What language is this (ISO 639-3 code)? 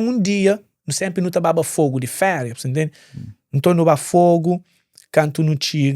kea